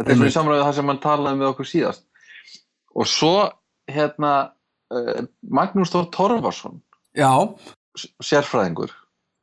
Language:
Icelandic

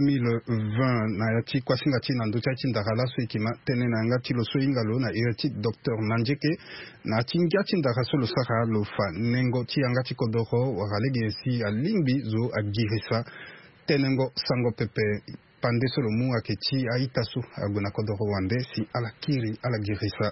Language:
Sango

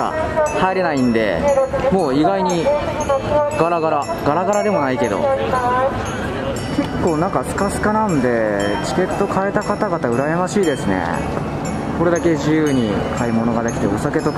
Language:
Japanese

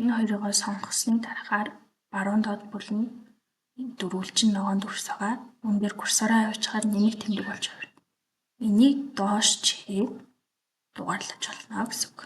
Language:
Mongolian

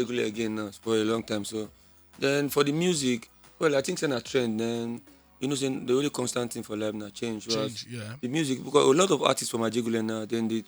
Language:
Nigerian Pidgin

